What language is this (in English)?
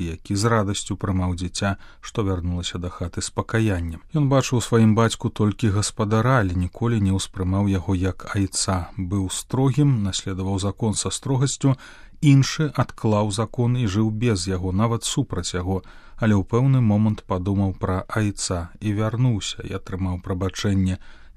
Belarusian